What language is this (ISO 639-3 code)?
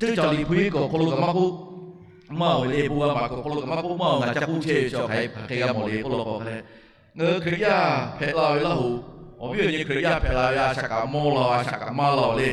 lhu